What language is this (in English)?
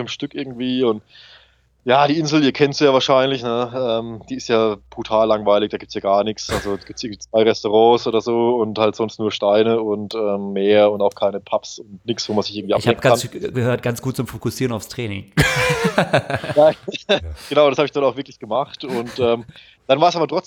German